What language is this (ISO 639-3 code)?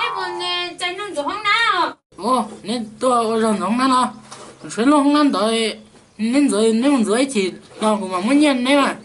hmn